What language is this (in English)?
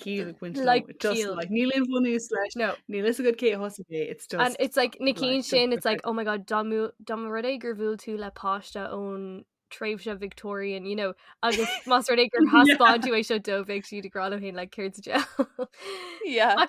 Irish